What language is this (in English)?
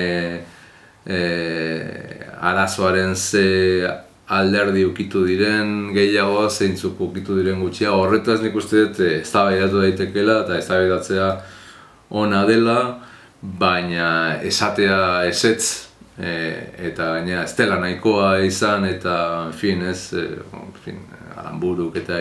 Basque